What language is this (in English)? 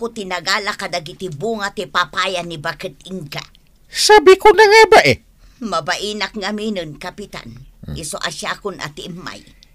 Iloko